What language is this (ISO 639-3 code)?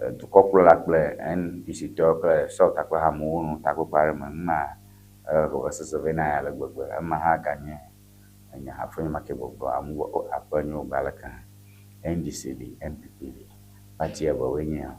ewe